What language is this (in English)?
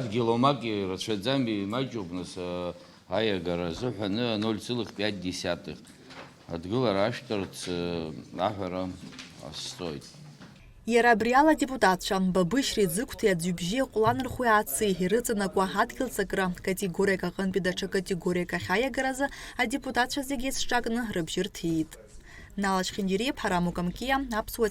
Abkhazian